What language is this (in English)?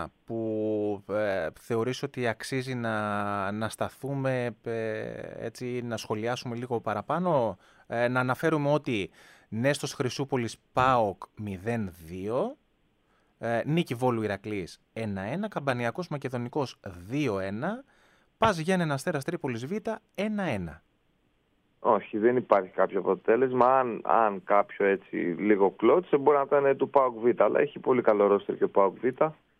Greek